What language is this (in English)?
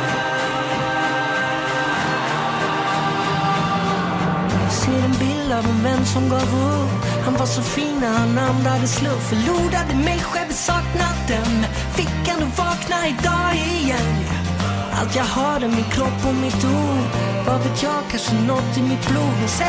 Swedish